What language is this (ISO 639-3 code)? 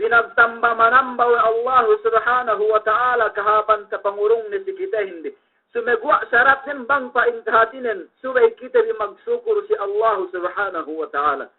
yka